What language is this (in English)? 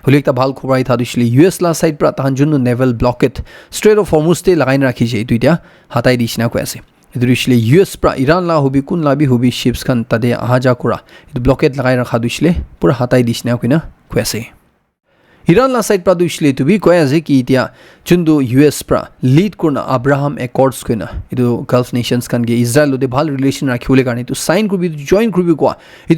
Naga Pidgin